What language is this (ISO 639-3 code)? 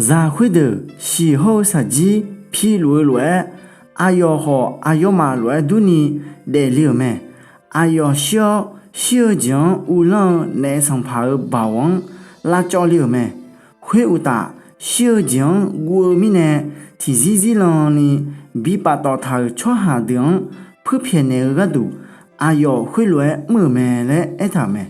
ahk